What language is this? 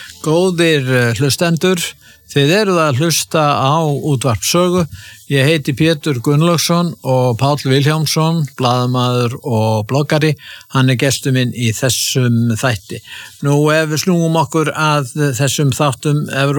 Icelandic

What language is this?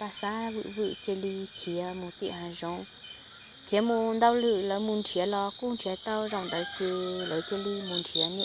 Hmong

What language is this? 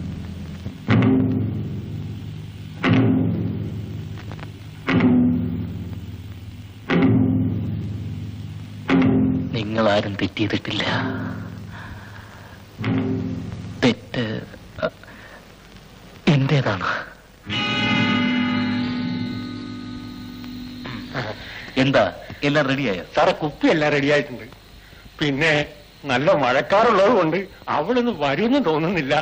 Malayalam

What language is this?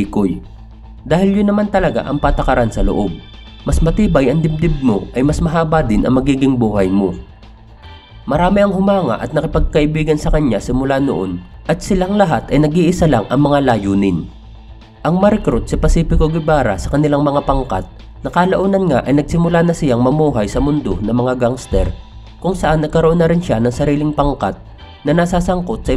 Filipino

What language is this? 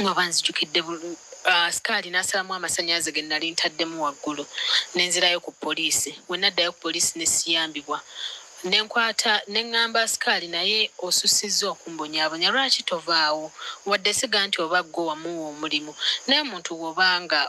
Ganda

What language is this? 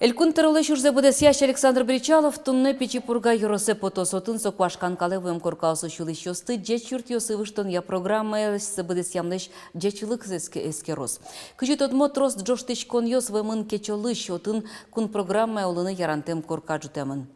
Udmurt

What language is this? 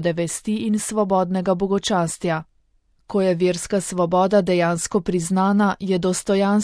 Slovenian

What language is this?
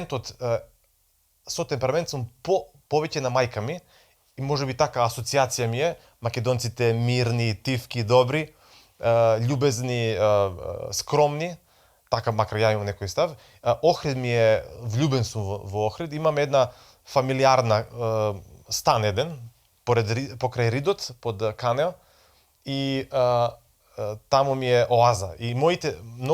Macedonian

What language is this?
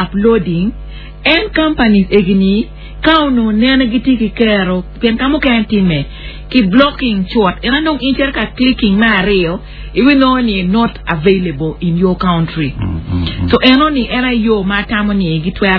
Acoli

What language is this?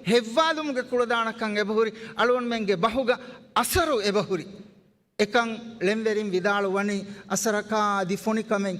Divehi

